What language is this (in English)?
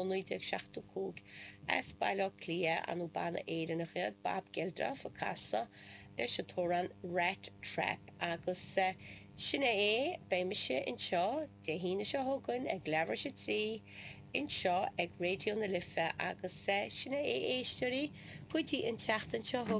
Irish